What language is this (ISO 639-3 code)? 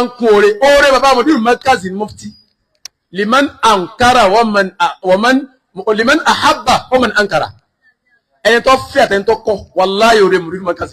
yor